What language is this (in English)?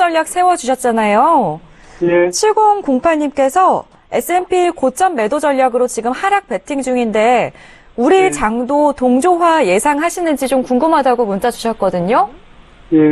Korean